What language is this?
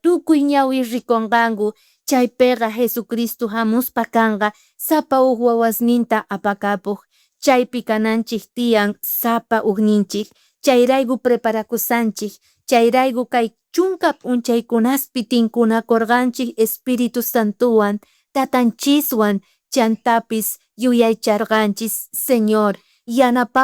South Bolivian Quechua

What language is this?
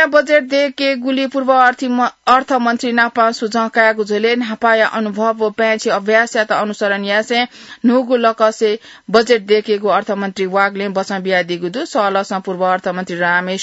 Newari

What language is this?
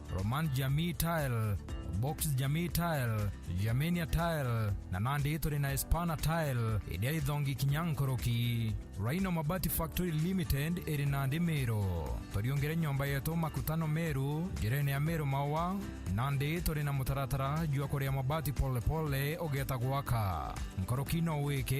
Meru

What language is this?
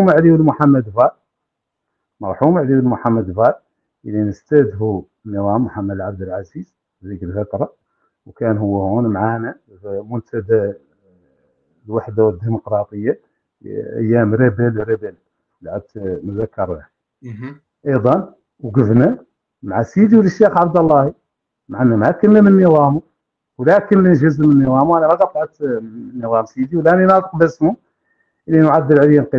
Hassaniyya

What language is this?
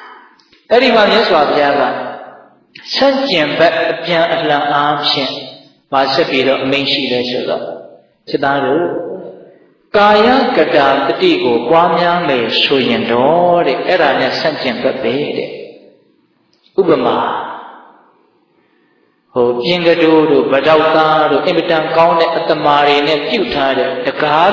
Burmese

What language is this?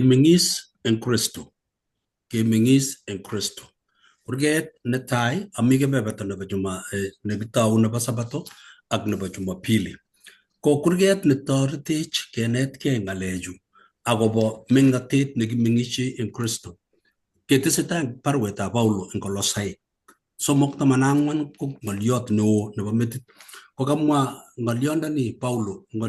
Kalenjin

